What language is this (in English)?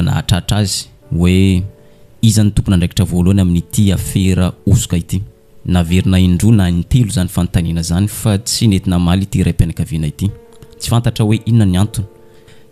Malagasy